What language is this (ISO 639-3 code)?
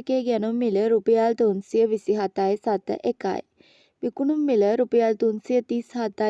sin